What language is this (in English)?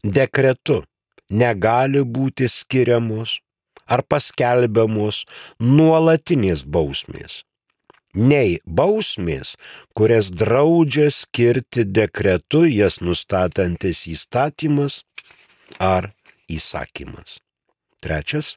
Lithuanian